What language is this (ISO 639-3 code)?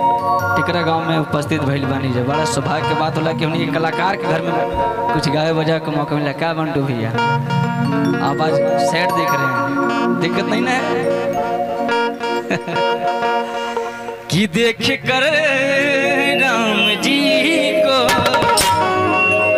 bho